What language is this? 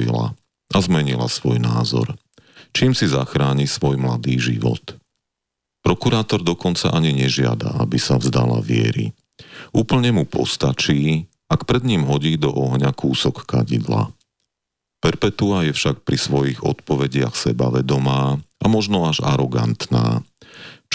Slovak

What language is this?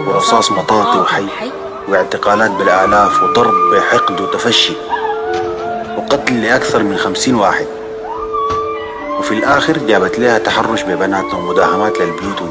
Sudanese Arabic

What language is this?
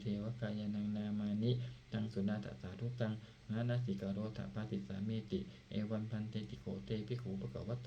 Pali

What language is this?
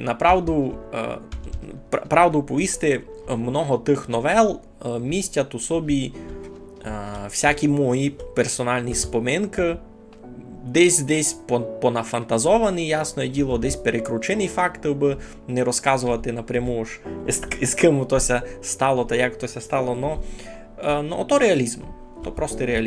Rusyn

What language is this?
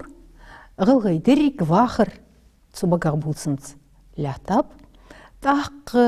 Ingush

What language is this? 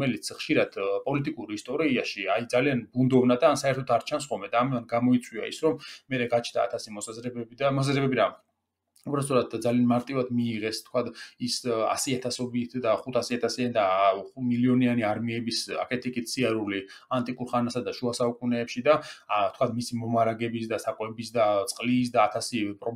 Georgian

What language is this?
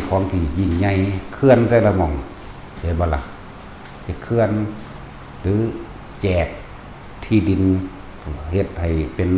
Northeastern Thai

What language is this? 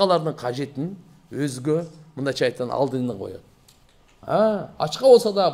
Kyrgyz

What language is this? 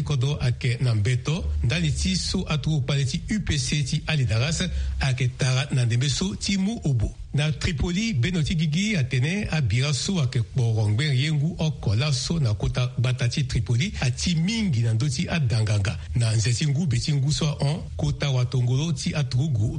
Sango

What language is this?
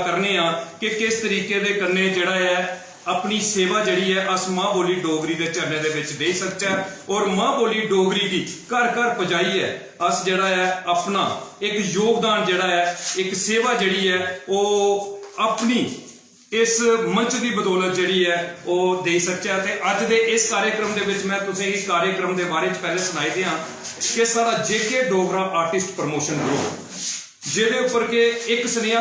Dogri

